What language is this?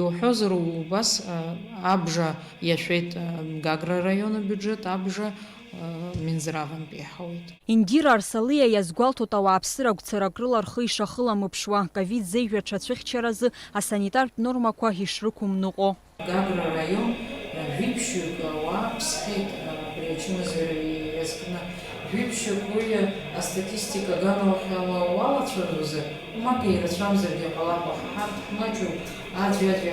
Abkhazian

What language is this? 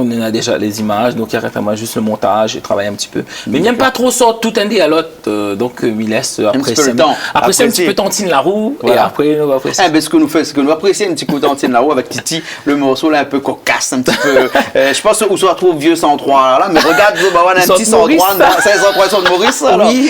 Réunion Creole French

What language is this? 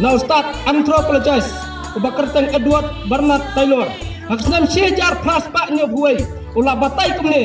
Khasi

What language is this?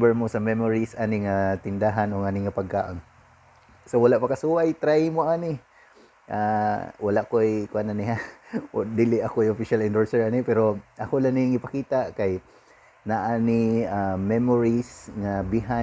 Cebuano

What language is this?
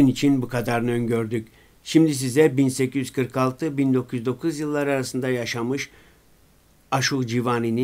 Turkish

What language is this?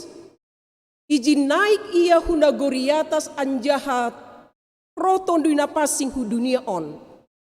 Batak Simalungun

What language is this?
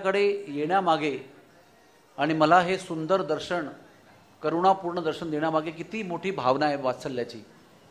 Marathi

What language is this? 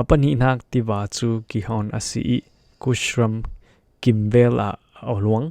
Falam Chin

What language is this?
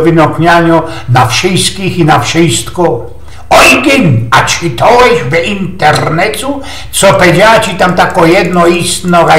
Silesian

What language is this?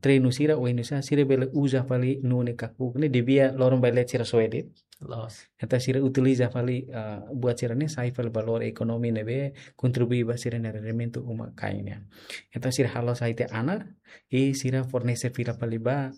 Tetum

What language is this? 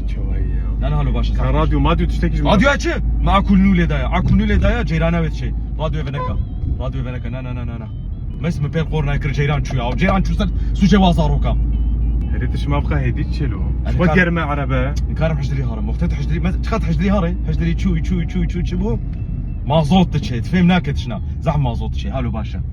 Kurdish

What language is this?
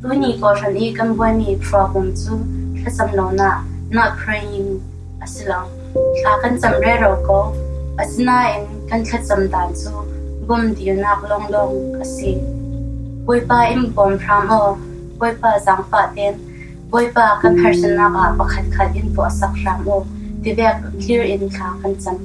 Falam Chin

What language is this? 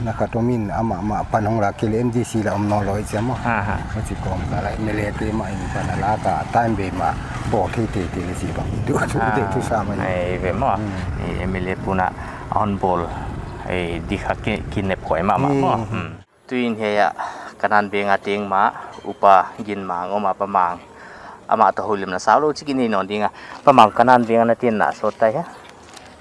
Paite Chin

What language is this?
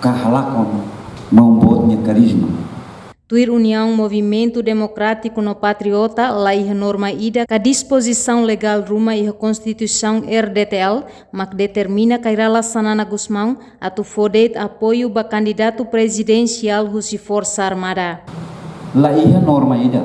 Tetum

